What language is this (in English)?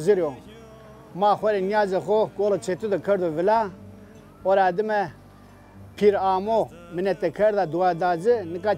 Zaza